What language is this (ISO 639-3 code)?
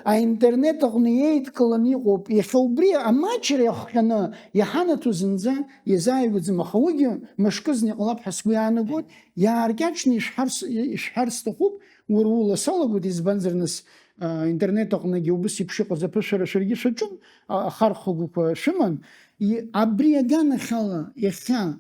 abk